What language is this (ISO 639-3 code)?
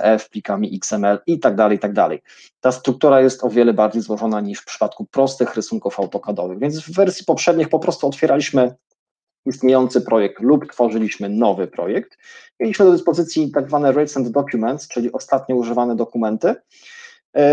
pol